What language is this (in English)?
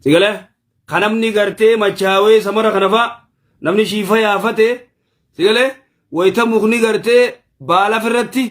Oromo